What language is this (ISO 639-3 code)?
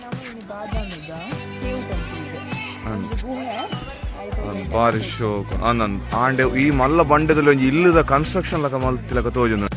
tcy